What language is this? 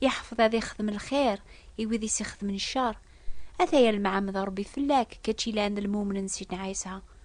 Kabyle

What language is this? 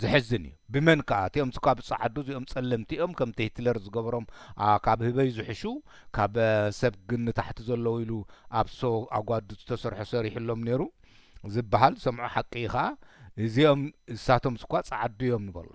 Tigrinya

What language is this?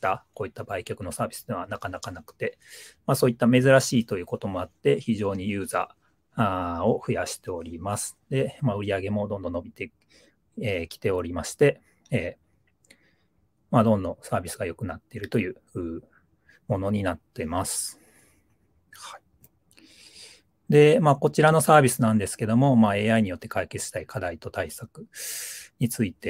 Japanese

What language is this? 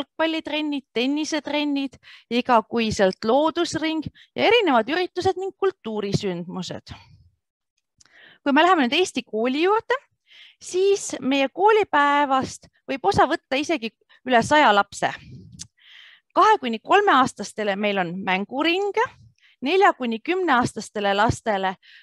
Estonian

